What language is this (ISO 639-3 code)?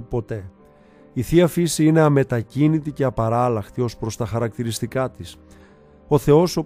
ell